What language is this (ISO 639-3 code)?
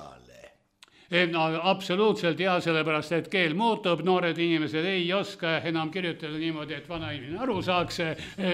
est